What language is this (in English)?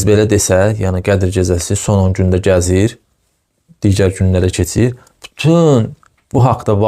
Azerbaijani